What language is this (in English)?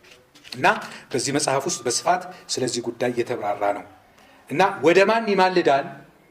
Amharic